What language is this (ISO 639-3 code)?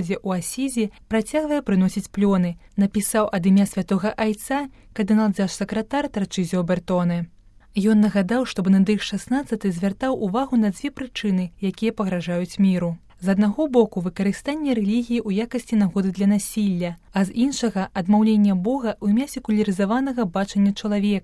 bel